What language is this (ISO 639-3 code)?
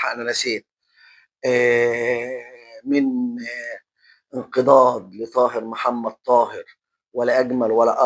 arz